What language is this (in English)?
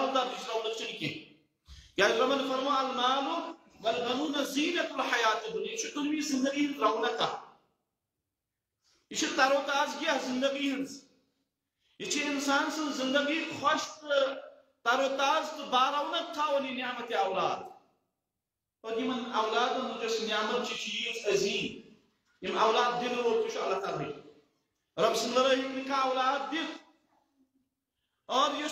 Kashmiri